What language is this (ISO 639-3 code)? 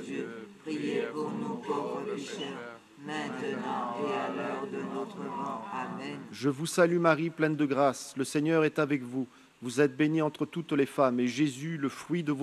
fra